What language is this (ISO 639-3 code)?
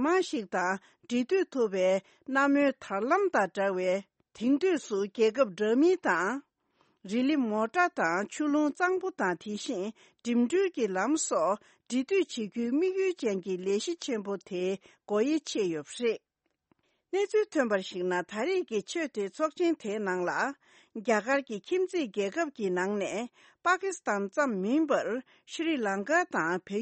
bod